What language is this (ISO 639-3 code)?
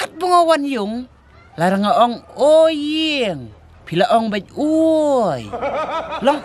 kha